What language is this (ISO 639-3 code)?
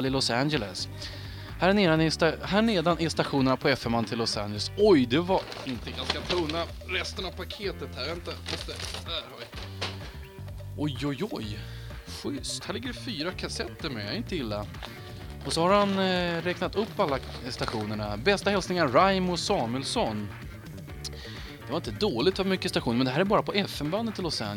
swe